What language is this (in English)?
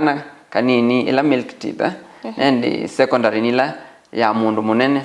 Kamba